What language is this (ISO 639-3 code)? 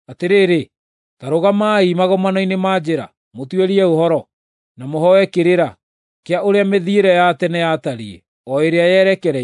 kik